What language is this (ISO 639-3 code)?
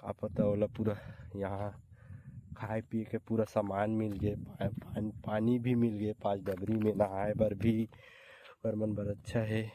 hne